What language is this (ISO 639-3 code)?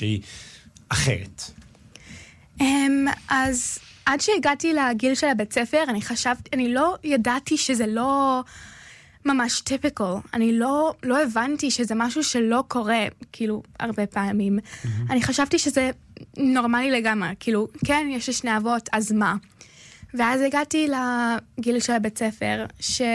heb